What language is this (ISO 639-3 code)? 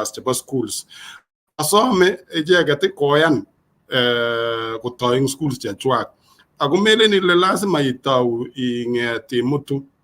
kln